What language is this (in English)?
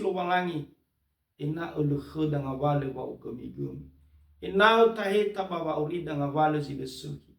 Nias